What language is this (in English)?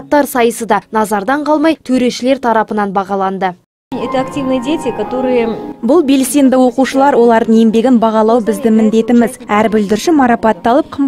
Kazakh